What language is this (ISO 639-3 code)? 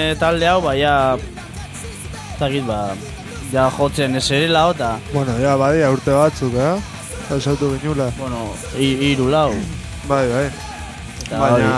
eus